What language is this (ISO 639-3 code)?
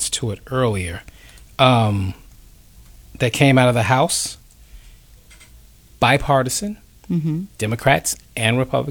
eng